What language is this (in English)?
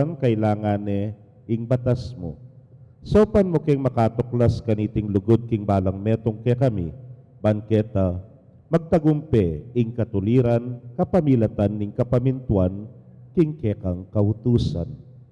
Pampanga